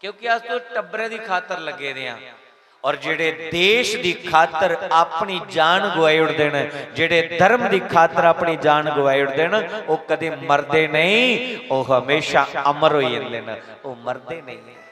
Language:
Dogri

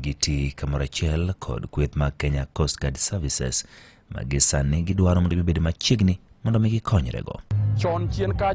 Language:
Luo (Kenya and Tanzania)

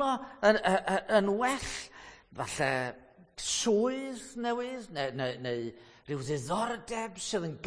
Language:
Welsh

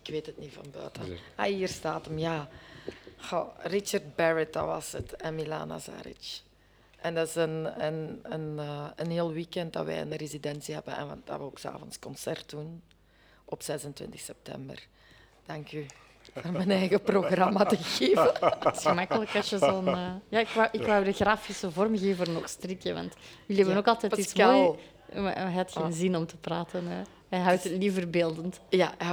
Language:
Dutch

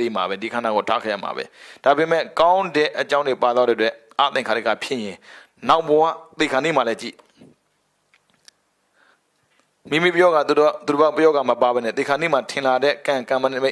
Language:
Burmese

